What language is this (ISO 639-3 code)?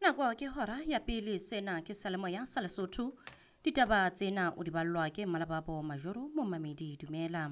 sot